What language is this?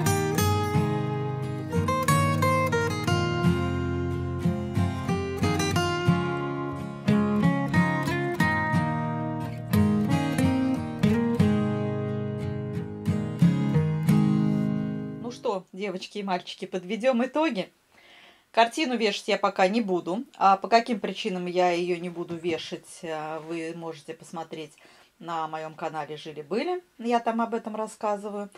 Russian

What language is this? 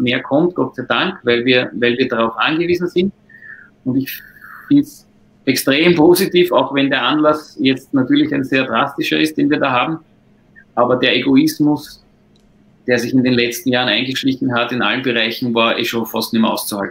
German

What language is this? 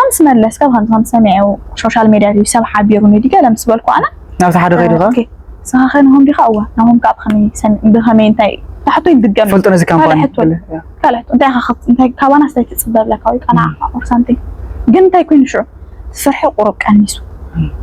Tigrinya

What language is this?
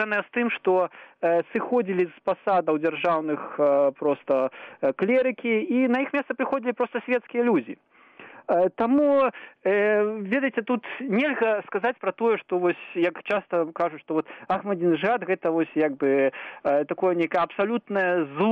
Belarusian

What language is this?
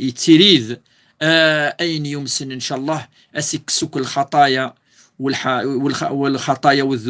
Kabyle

